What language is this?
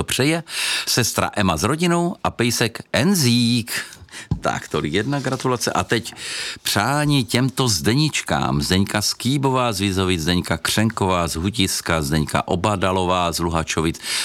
Czech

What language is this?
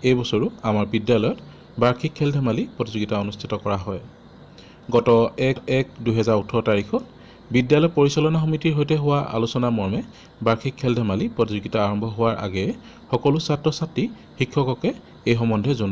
Assamese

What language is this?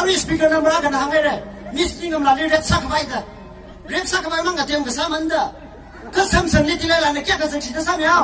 Tangkhul Naga (India)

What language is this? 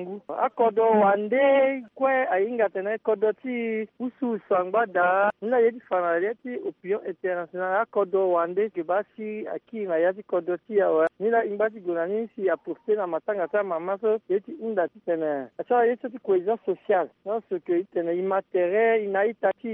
Sango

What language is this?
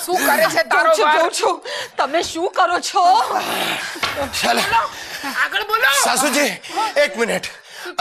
Gujarati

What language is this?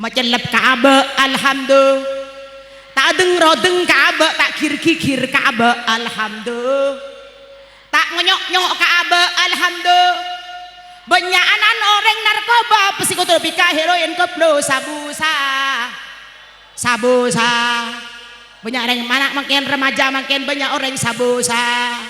Madurese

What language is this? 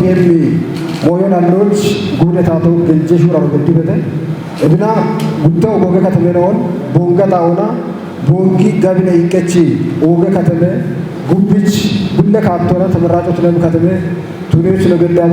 Kafa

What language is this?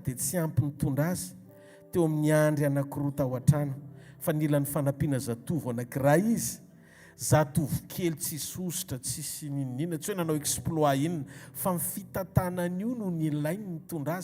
Malagasy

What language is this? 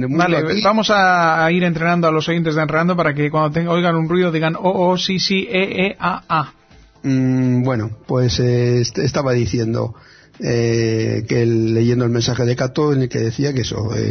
Spanish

